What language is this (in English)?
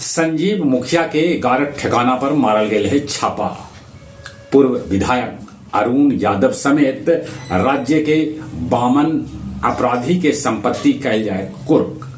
Magahi